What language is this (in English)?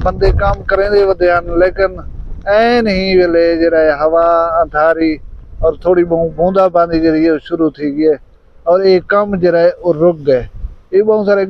Saraiki